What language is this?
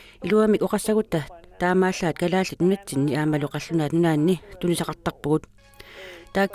Kalaallisut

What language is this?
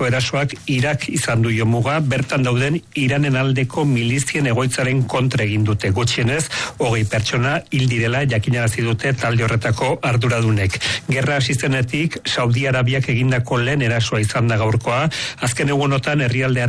Basque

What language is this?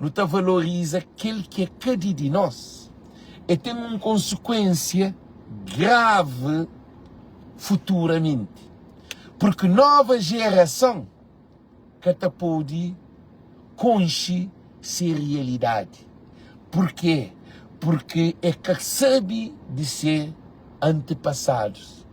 Kabuverdianu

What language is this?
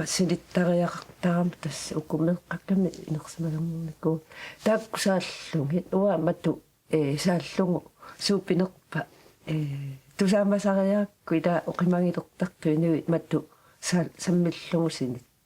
Kalaallisut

